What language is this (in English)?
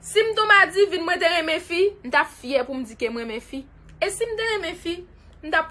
Haitian Creole